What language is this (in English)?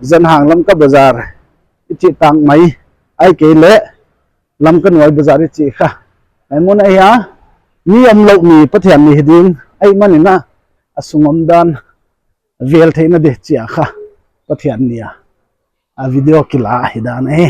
Paite Chin